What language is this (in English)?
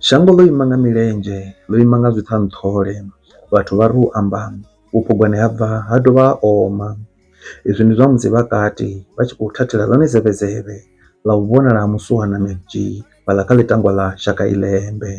Venda